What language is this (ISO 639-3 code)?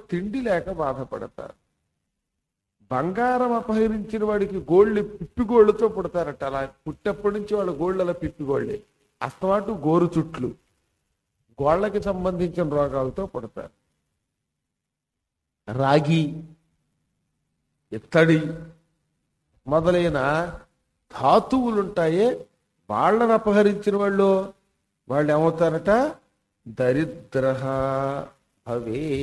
tel